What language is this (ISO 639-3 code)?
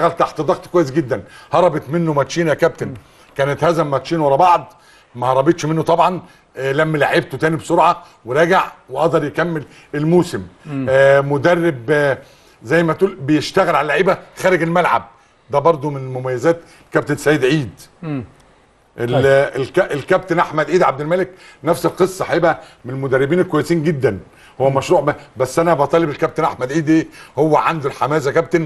arz